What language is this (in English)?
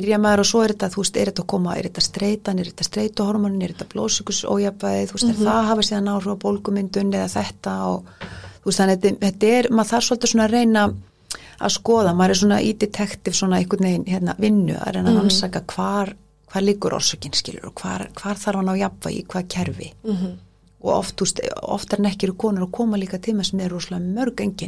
Icelandic